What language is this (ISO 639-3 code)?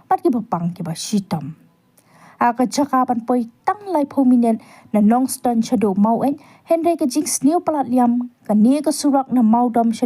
kha